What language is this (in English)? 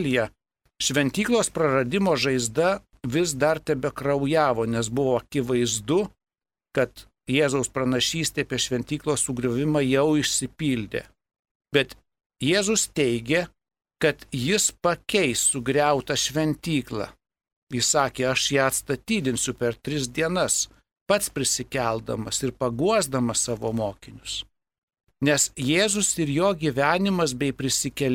Lithuanian